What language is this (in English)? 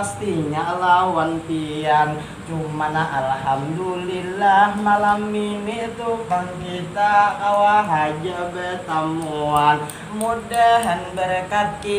Banjar